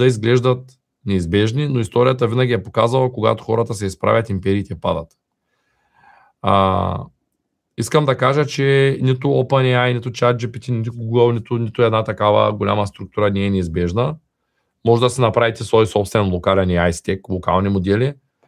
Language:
Bulgarian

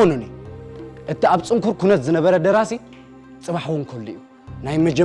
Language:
Tigrinya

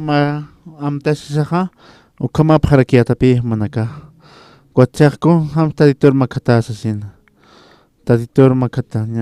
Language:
Aymara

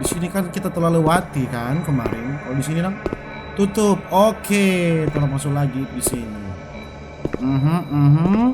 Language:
Manado Malay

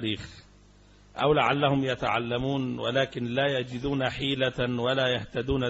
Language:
Arabic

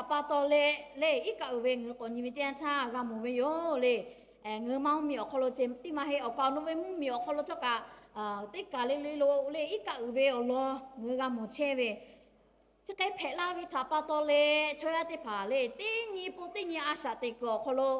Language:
Lahu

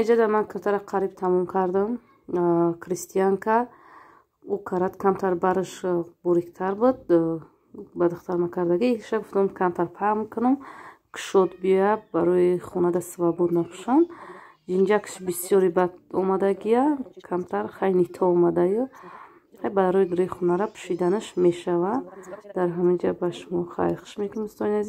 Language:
Tajik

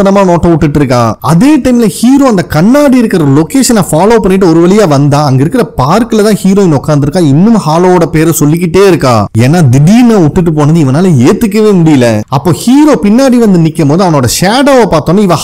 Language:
Tamil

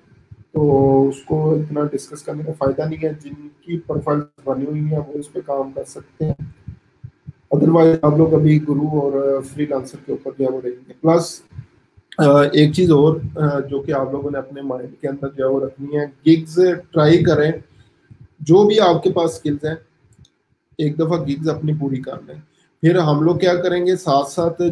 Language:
Hindi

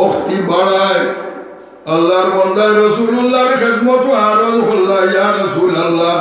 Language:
Sylheti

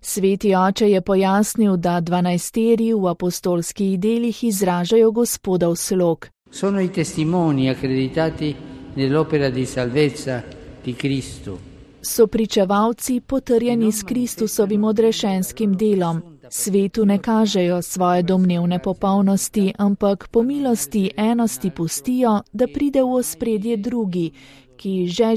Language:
Slovenian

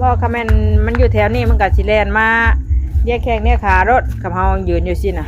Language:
Northeastern Thai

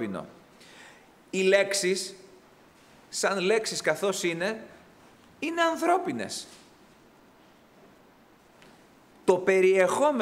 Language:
Greek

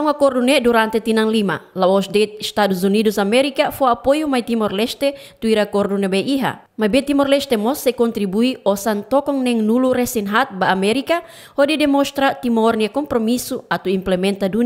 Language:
Tetum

